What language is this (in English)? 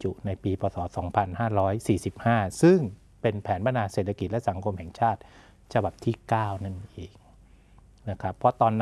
Thai